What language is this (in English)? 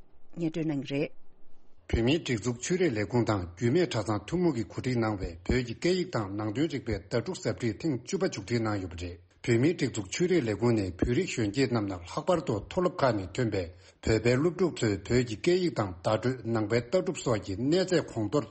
Tibetan